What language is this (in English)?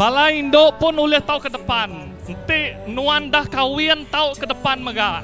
Iban